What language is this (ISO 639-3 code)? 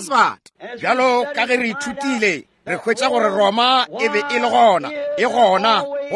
nso